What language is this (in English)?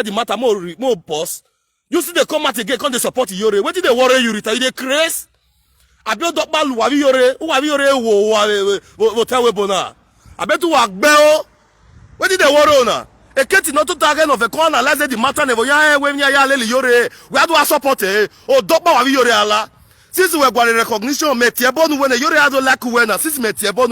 Nigerian Pidgin